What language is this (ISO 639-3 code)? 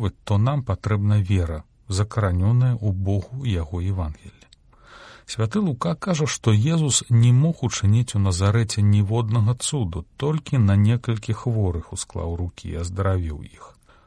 bel